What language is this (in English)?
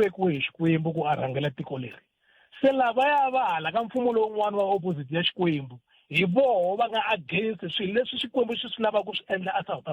Tsonga